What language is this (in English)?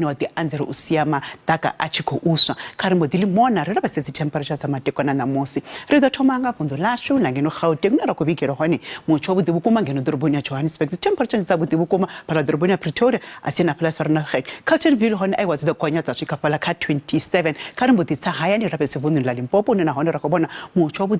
Venda